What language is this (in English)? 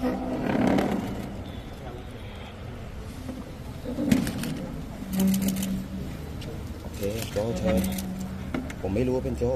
Thai